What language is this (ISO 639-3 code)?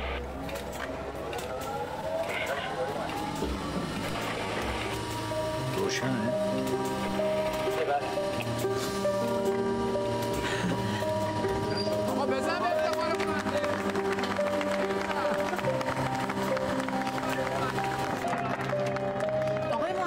fas